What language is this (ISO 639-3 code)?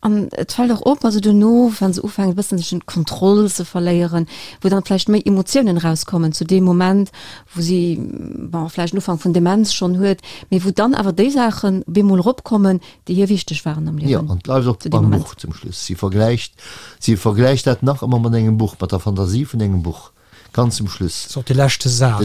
ltz